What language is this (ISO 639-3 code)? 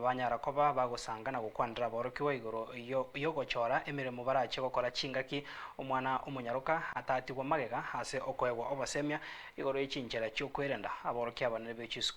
guz